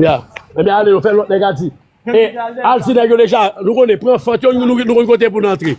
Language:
Haitian Creole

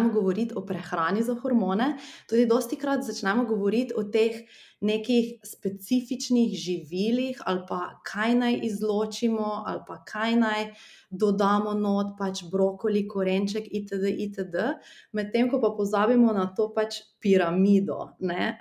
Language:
Slovenian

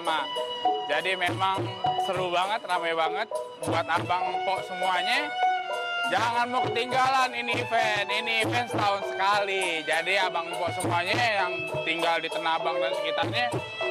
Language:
Betawi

